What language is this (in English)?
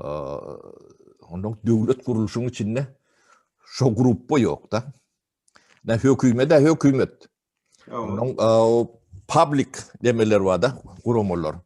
Turkmen